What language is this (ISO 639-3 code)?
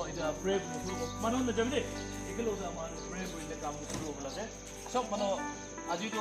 nag